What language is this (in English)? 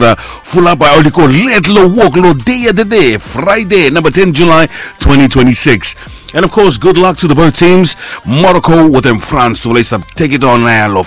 Bislama